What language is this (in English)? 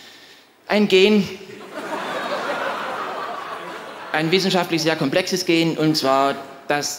German